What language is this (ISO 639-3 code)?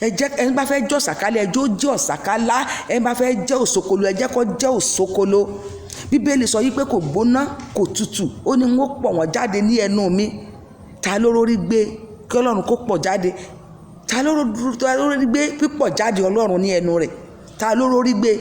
yor